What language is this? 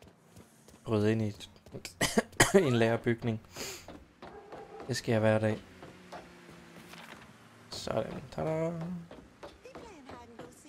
Danish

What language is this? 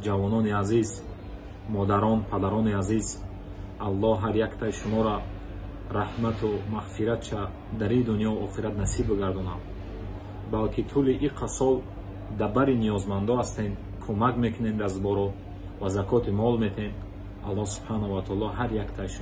Tajik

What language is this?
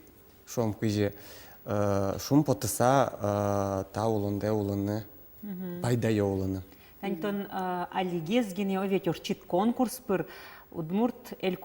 Udmurt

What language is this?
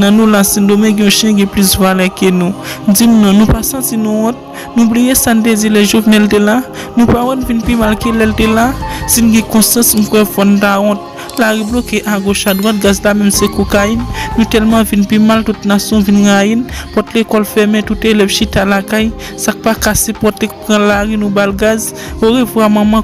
Haitian Creole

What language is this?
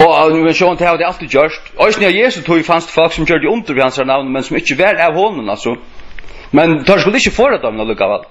Faroese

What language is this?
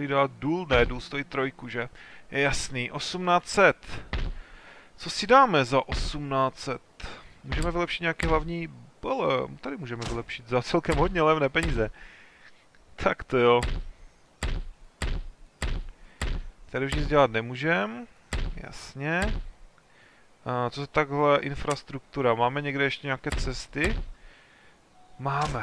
Czech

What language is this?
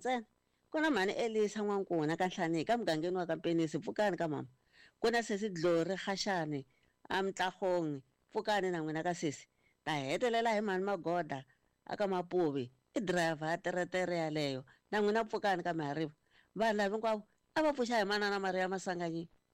Tsonga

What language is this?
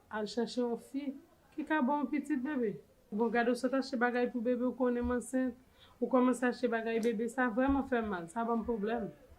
Haitian Creole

